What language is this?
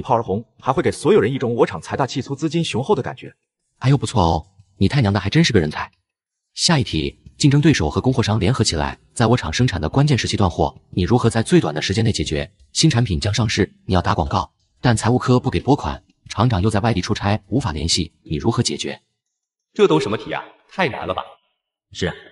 Chinese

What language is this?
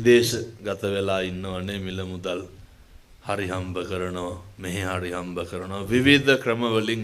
Sinhala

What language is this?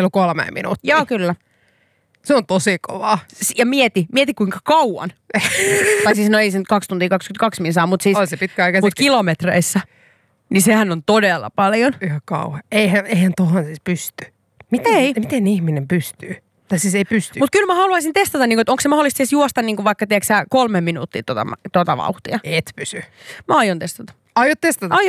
Finnish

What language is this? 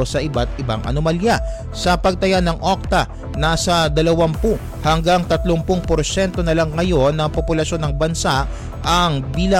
Filipino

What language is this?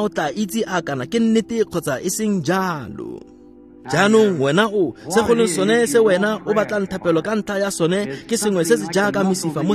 Tswana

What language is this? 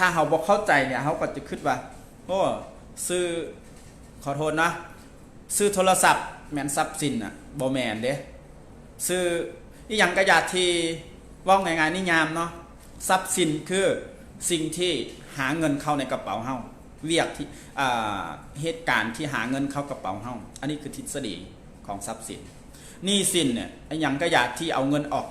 Lao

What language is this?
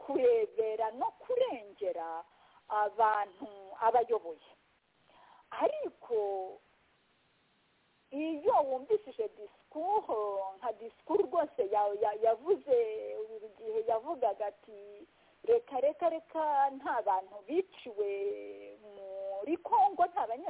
Kinyarwanda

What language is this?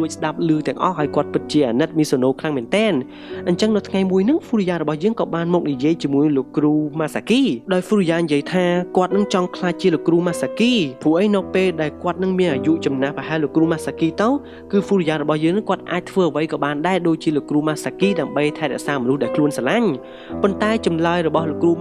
Khmer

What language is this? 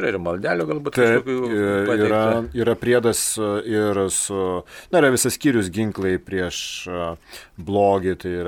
Lithuanian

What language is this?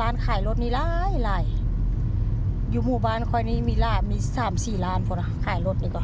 Northeastern Thai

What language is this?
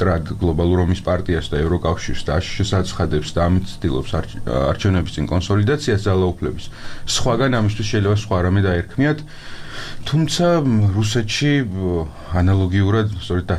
Georgian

